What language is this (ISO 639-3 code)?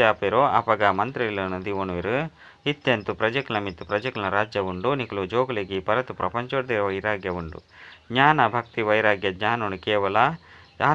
tcy